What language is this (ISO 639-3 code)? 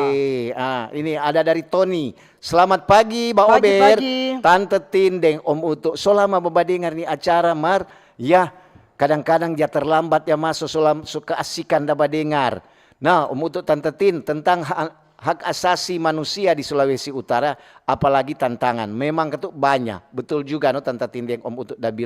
xmm